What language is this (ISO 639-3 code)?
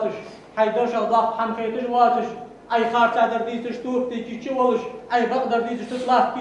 inh